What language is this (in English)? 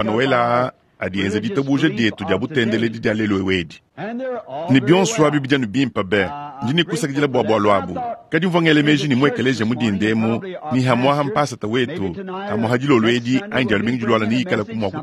Luba-Lulua